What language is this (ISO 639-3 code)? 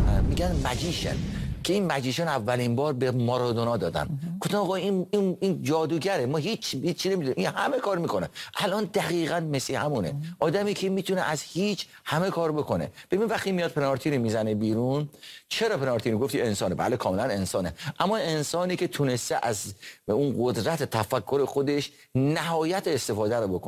fas